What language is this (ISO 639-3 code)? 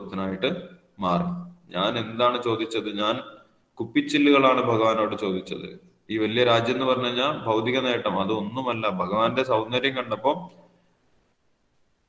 mal